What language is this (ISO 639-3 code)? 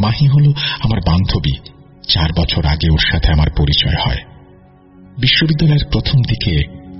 ben